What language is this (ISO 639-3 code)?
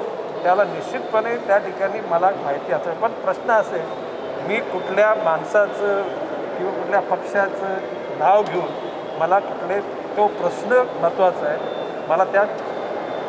mar